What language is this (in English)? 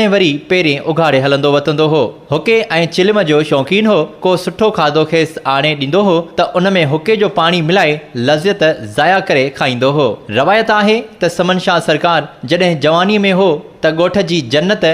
Sindhi